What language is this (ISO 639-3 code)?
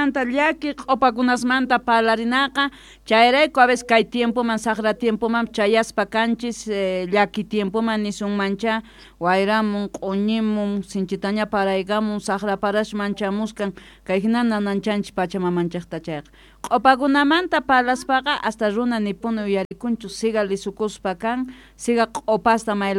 quh